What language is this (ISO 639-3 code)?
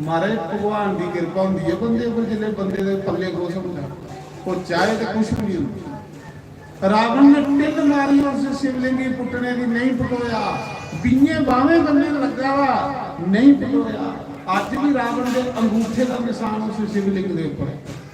doi